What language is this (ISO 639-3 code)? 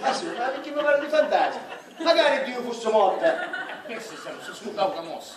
scn